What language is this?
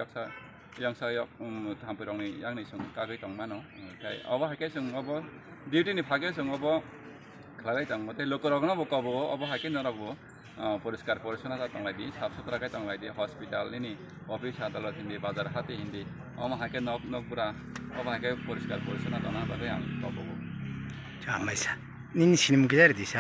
Kok Borok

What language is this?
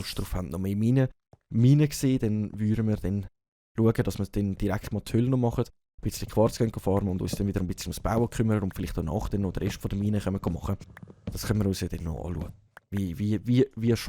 Swiss German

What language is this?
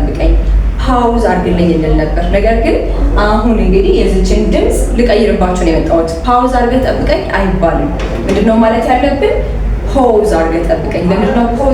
Amharic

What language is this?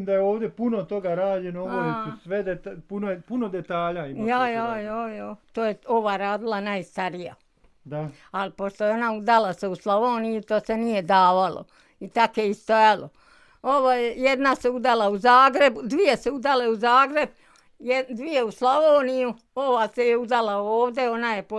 Bosnian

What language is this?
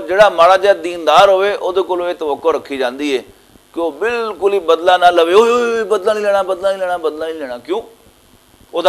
Western Panjabi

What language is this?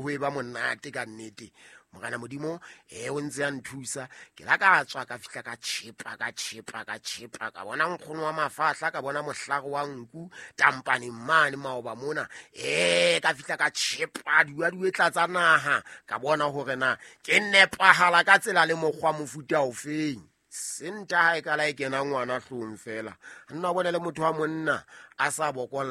Southern Sotho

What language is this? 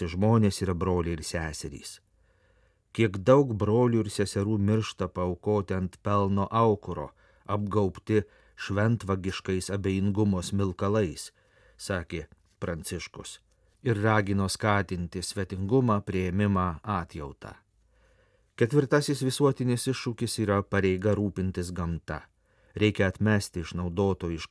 Lithuanian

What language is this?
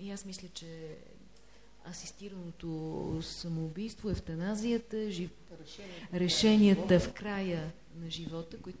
Bulgarian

